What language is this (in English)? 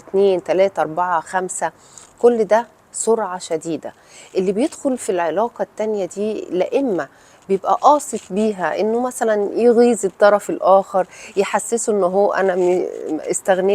Egyptian Arabic